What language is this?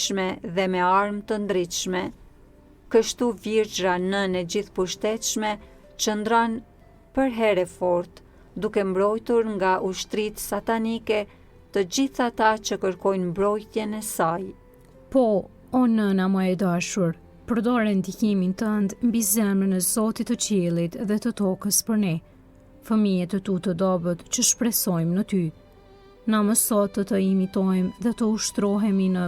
Albanian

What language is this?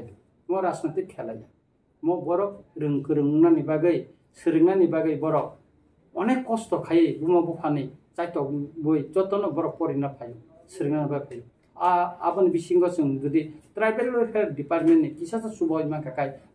Kok Borok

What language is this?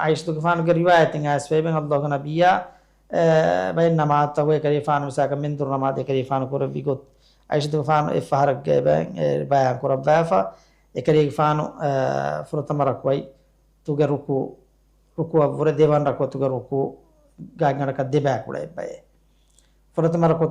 Divehi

